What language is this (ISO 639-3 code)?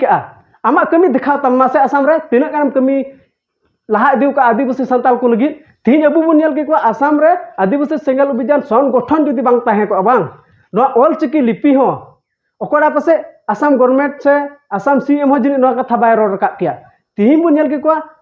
sat